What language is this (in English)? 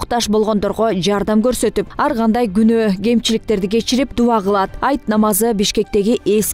Kyrgyz